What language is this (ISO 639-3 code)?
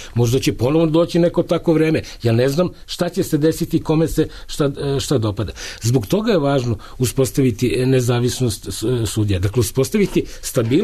srp